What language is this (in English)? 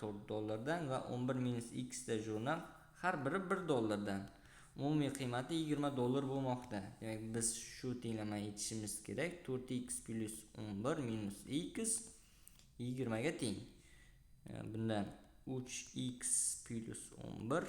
Uzbek